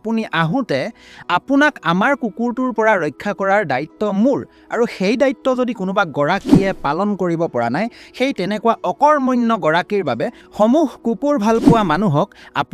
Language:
Assamese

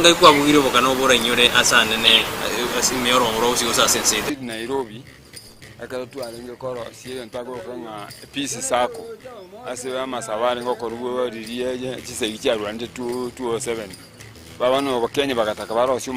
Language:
Gusii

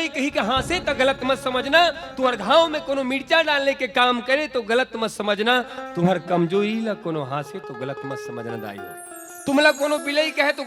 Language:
Chhattisgarhi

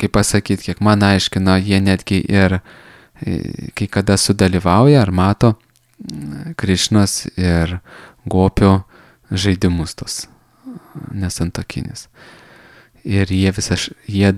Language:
Lithuanian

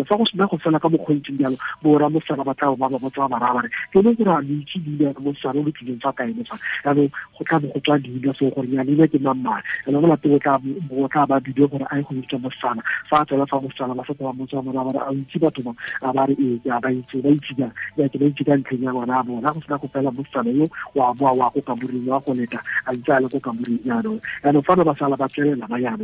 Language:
Tswana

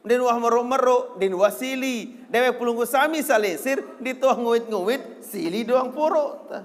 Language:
Sasak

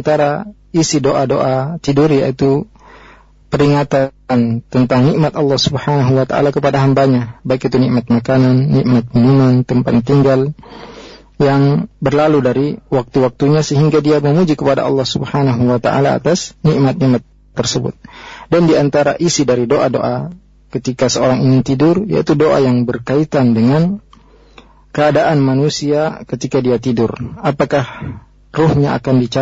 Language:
Indonesian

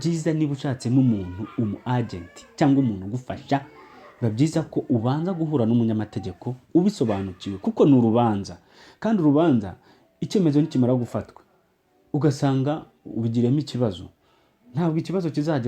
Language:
Kinyarwanda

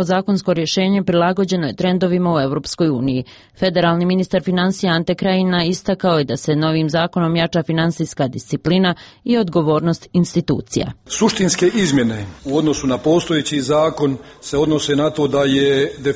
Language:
Bosnian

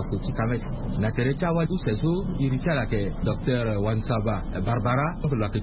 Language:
Sango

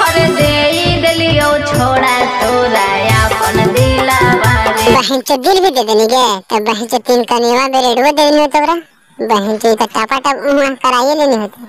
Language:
Magahi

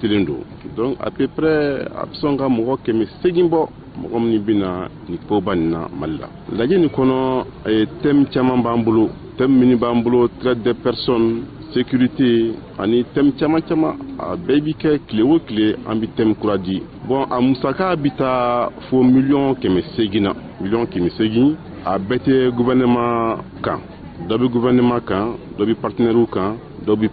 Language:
Bambara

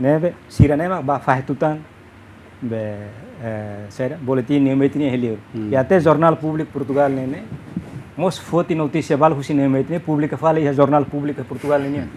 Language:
Tetum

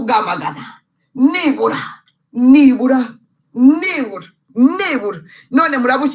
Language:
Kinyarwanda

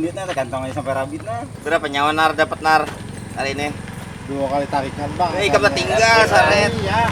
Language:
Banjar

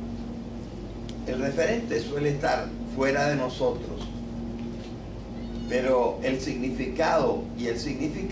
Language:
Spanish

